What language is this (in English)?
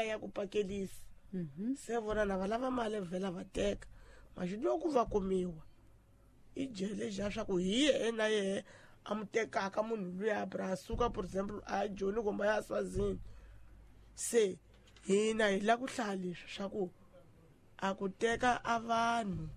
Tsonga